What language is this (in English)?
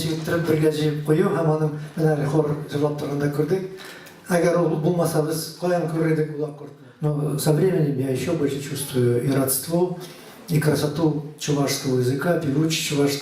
Tatar